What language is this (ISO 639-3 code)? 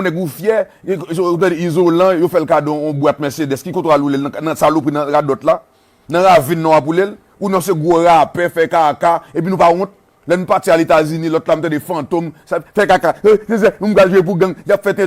hat